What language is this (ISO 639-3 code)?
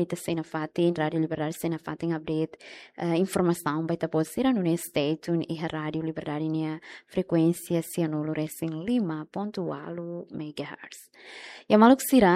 tet